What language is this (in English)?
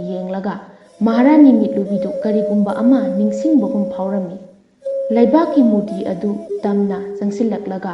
Manipuri